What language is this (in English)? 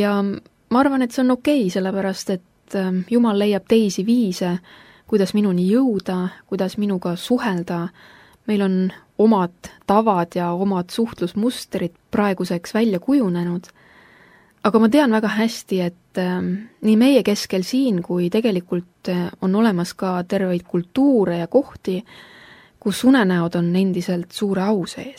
Estonian